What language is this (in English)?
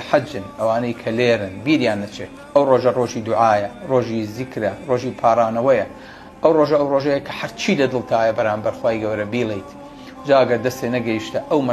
Central Kurdish